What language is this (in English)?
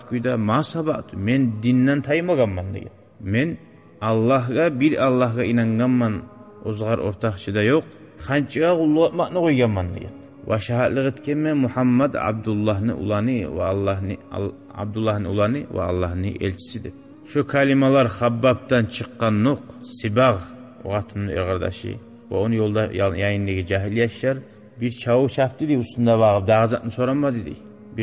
Kumyk